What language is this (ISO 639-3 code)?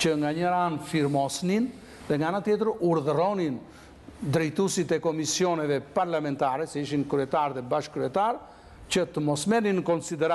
sqi